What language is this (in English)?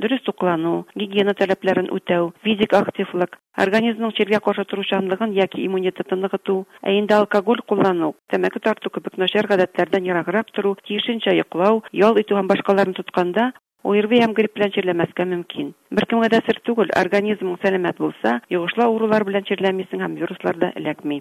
Bashkir